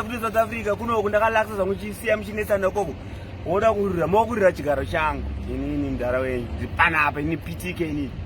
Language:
Shona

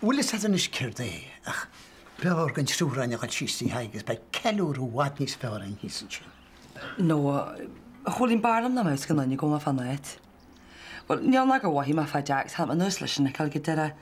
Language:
Irish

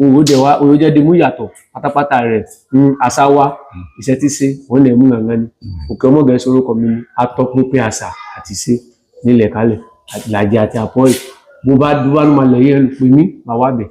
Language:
Yoruba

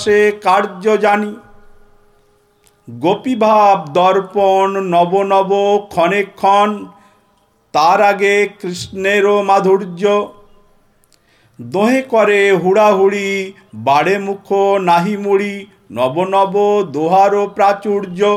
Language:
Bangla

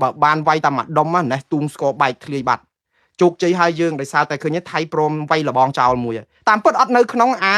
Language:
Khmer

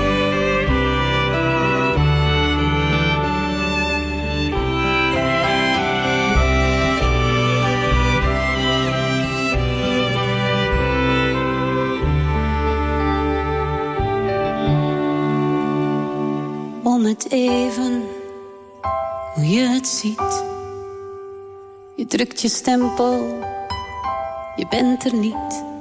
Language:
Dutch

